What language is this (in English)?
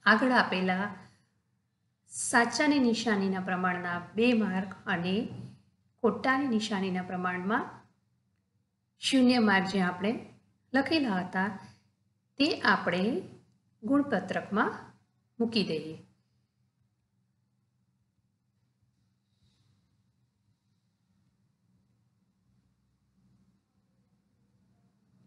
Gujarati